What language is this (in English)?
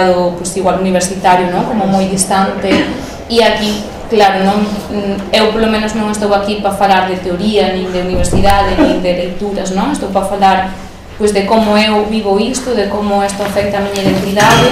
Galician